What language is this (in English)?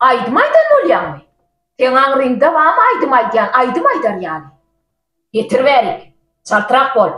Turkmen